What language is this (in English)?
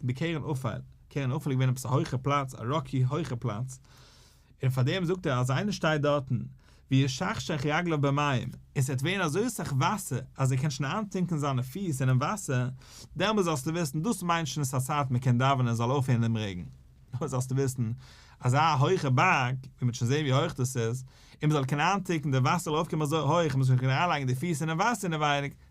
Yiddish